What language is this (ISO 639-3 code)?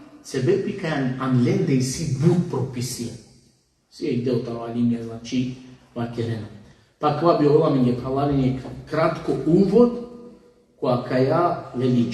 rmn